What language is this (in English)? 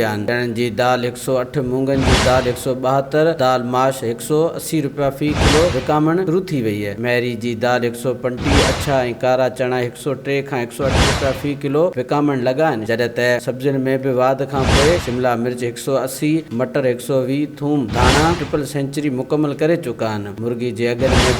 Sindhi